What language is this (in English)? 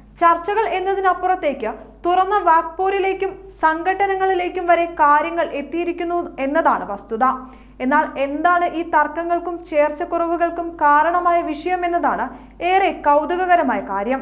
Malayalam